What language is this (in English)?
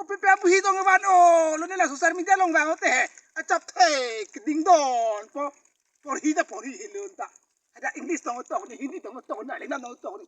Karbi